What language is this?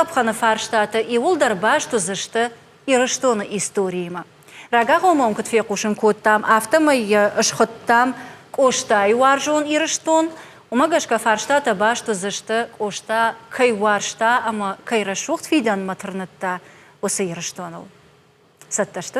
Ossetic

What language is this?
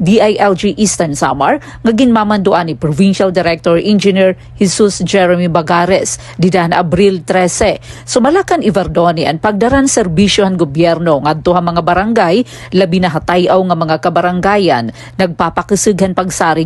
Waray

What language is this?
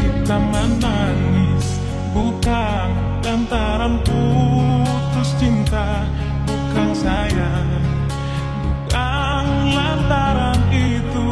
Manado Malay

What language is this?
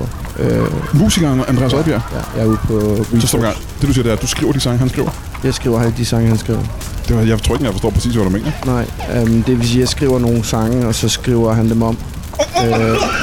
Danish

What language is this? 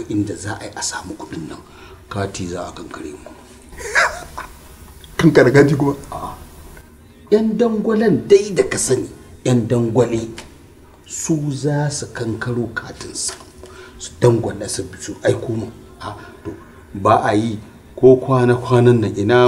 Hausa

